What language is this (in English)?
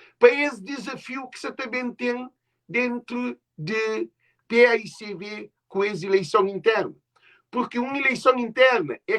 Kabuverdianu